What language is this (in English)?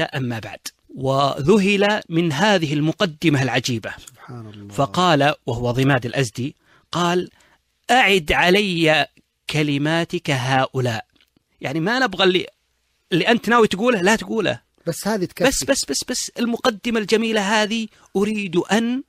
Najdi Arabic